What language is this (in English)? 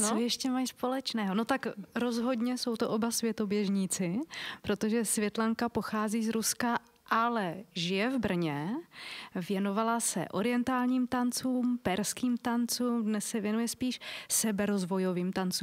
Czech